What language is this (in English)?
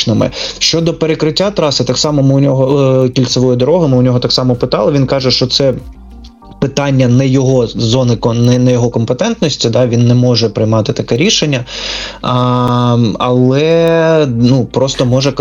Ukrainian